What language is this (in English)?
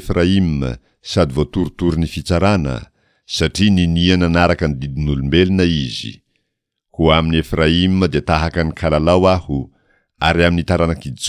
Malagasy